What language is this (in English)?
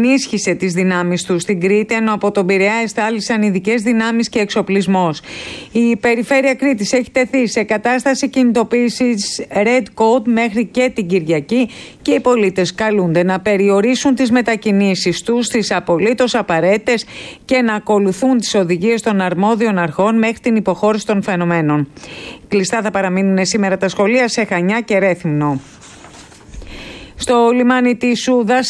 Greek